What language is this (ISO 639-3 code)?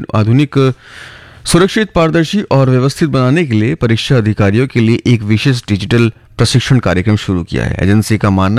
hin